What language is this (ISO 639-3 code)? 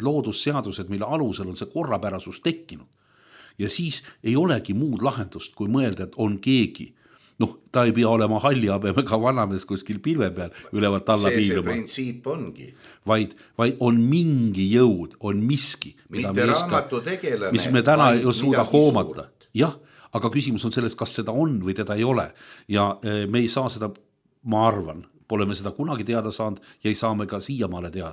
est